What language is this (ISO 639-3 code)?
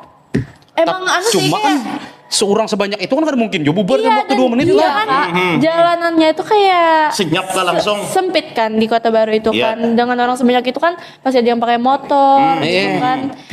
bjn